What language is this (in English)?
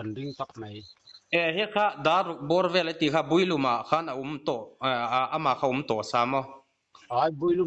Mizo